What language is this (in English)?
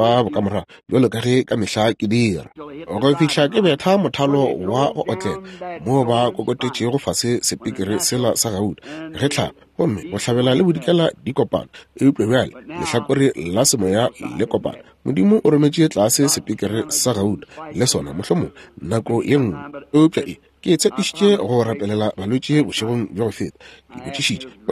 Northern Sotho